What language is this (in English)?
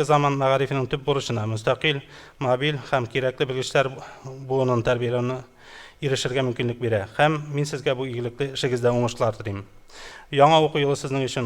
Tatar